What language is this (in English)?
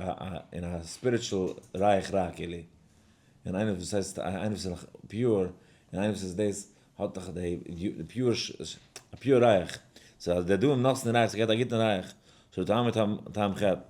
Yiddish